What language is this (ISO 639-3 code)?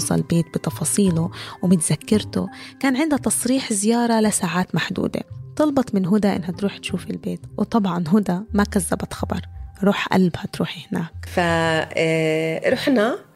apc